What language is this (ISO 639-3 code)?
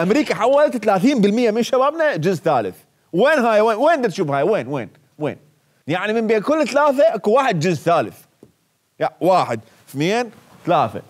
acm